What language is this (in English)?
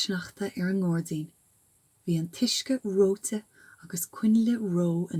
Irish